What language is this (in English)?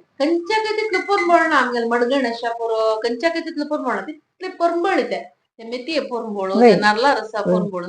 Konkani